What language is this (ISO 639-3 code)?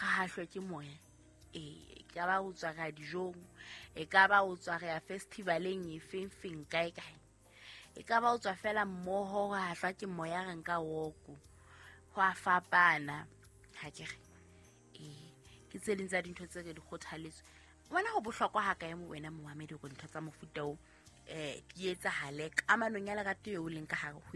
sot